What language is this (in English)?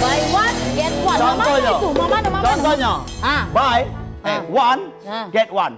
Musi